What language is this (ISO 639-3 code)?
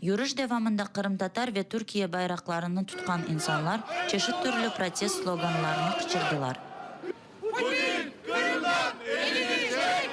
crh